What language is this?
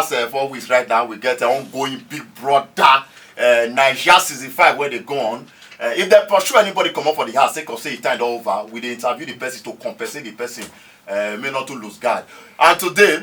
Nigerian Pidgin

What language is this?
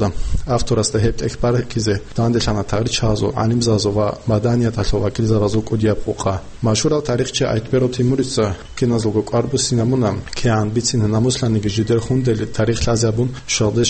Avaric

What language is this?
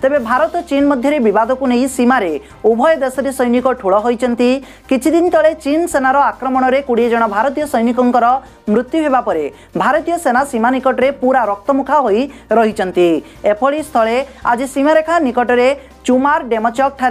Odia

